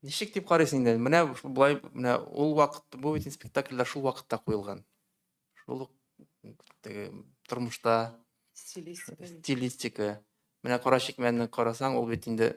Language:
Tatar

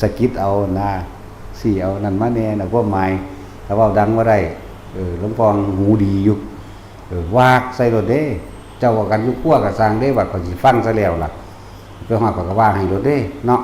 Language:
Northeastern Thai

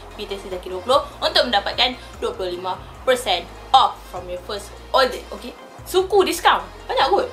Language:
Malay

